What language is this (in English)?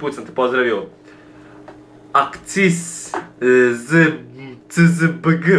Croatian